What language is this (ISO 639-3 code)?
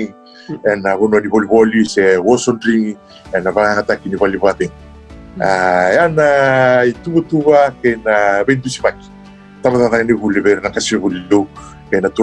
fij